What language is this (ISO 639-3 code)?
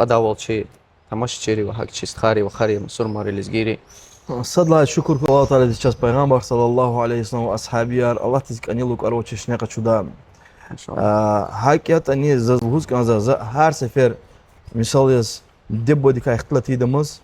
lez